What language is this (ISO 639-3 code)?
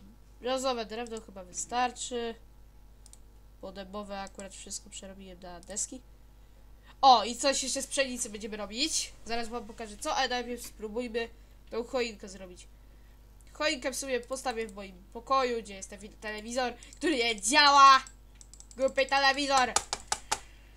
pol